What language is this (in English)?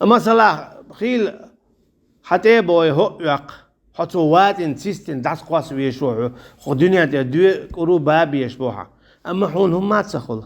Chechen